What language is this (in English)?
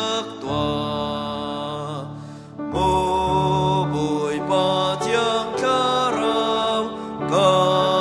Hakha Chin